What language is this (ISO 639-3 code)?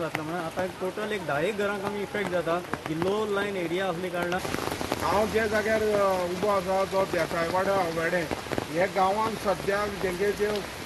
kok